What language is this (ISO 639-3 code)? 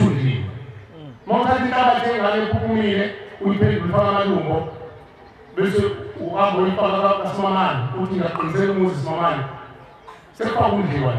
zul